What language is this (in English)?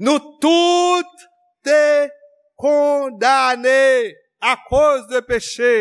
Haitian Creole